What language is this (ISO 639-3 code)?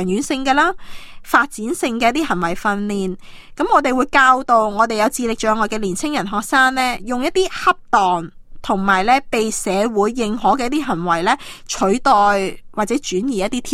yue